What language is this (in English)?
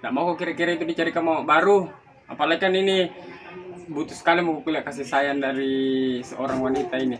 Makassar Malay